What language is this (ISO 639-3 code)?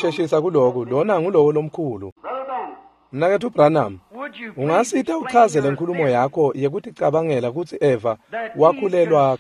ssw